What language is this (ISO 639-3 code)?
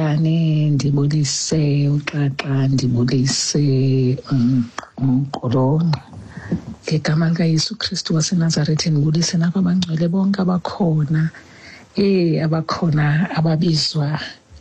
xho